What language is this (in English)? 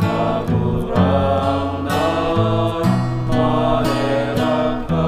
Bikol